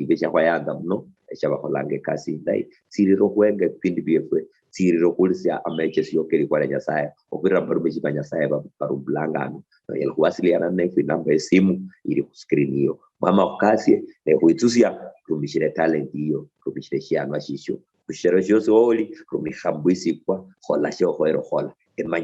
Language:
Luyia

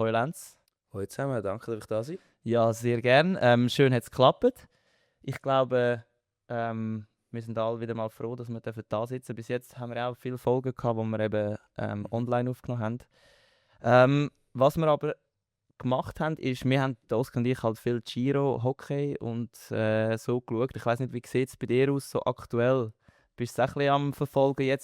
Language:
Swiss German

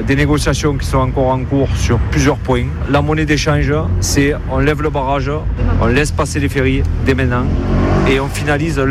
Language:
French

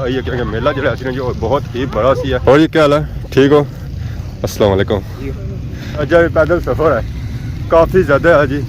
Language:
Pahari-Potwari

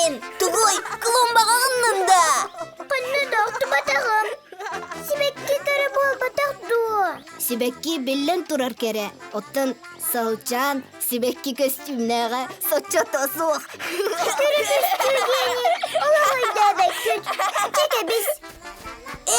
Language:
Yakut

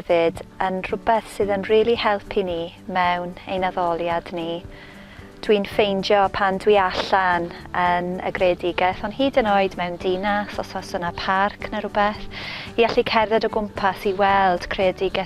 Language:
Welsh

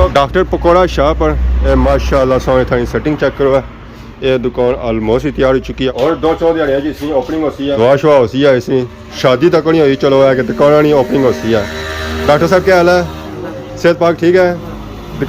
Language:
Pahari-Potwari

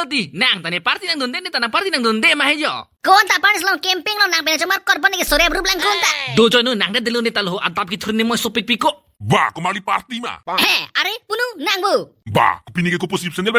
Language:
Karbi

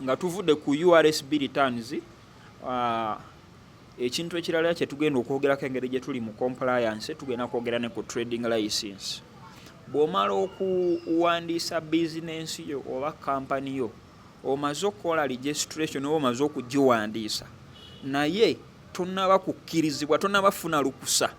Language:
Ganda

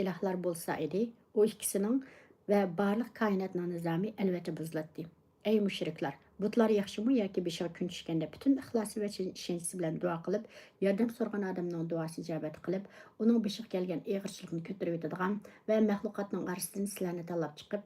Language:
Uyghur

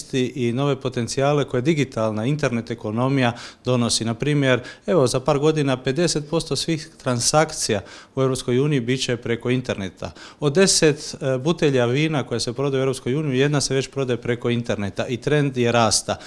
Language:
Croatian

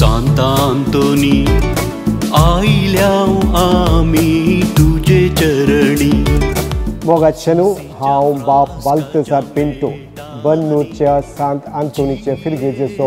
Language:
Konkani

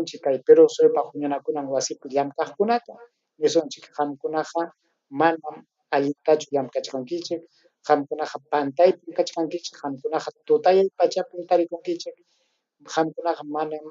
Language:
Ayacucho Quechua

